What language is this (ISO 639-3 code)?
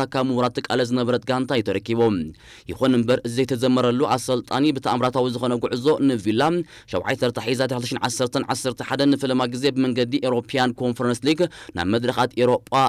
tir